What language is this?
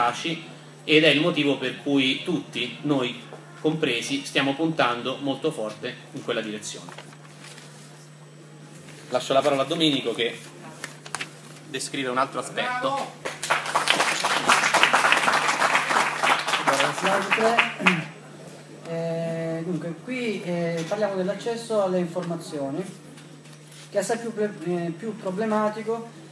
Italian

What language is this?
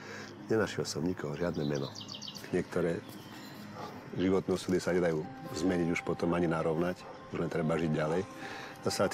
Slovak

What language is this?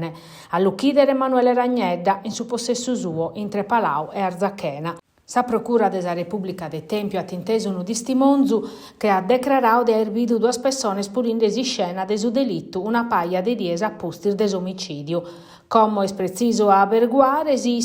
Sardinian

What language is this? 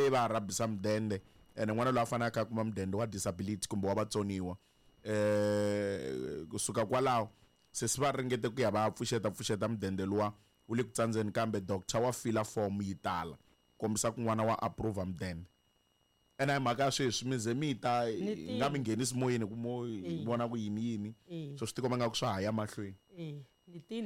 Tsonga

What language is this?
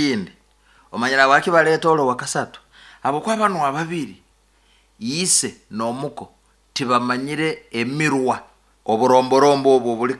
Nyoro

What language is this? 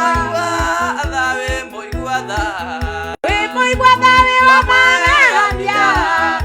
Kikuyu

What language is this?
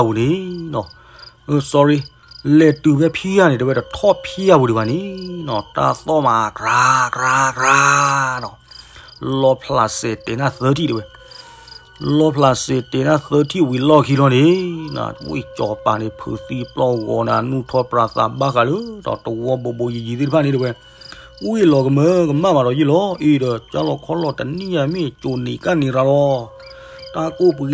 S'gaw Karen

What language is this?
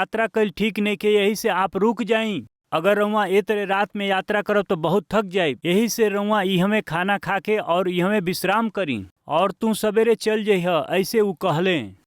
Bhojpuri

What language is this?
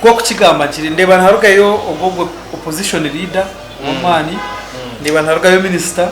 Nyankole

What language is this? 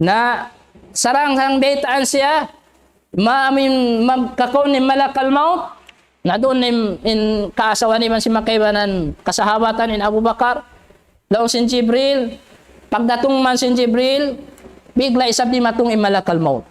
Tausug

